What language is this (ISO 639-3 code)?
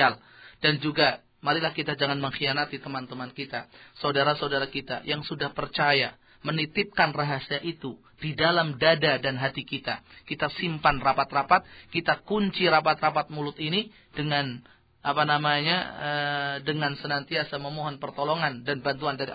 ind